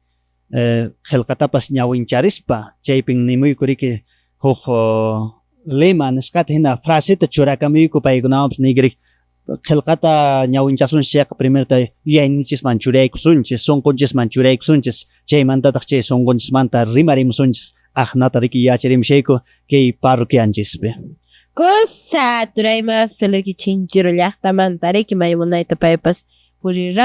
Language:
Quechua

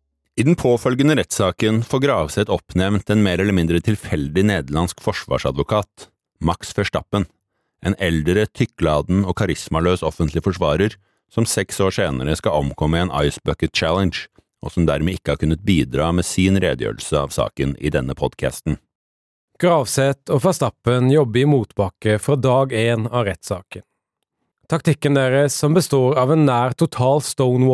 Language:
Norwegian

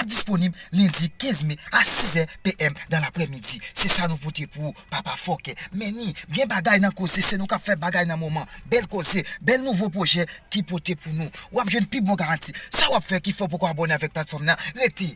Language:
Haitian Creole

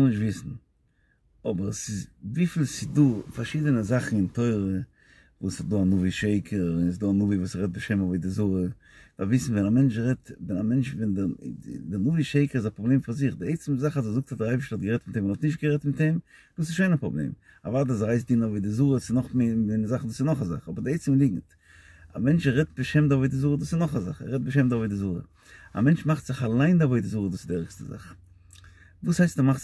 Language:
Yiddish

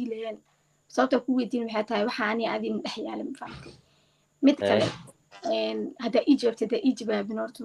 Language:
Somali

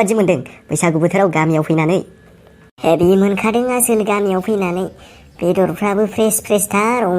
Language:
Bodo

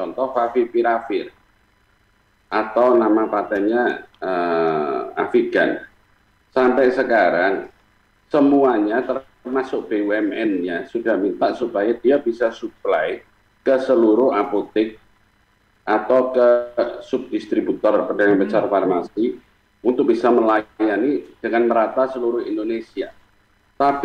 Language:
Indonesian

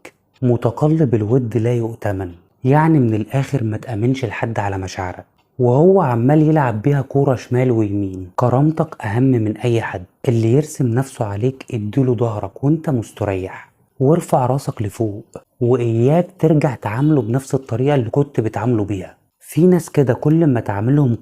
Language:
Egyptian Arabic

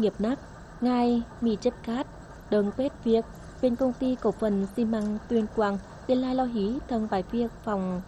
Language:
Tày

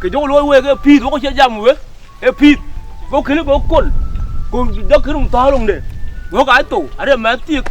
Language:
Dinka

